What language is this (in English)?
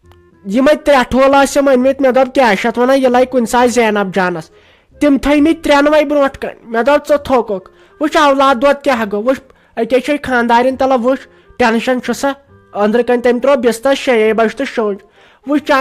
Kashmiri